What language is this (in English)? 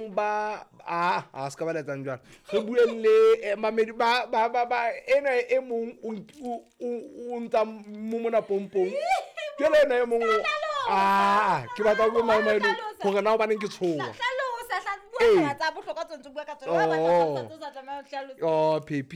Southern Sotho